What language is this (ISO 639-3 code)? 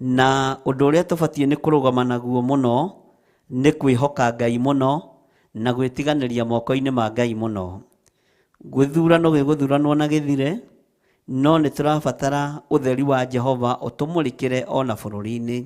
kik